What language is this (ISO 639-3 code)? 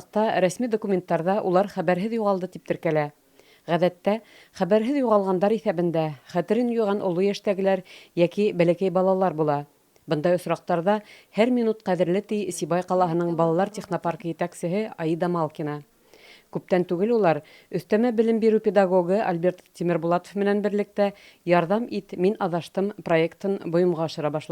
bak